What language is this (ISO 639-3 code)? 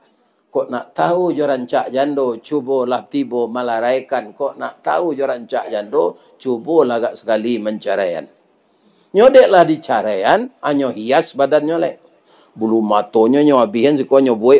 min